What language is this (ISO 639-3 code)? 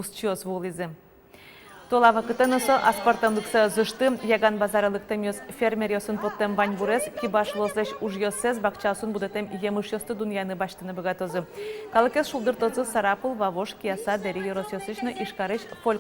udm